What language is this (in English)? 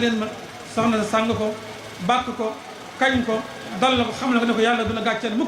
Wolof